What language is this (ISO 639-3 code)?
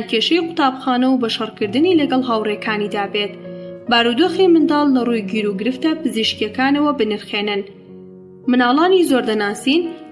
ckb